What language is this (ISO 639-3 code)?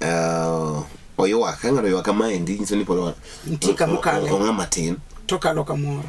luo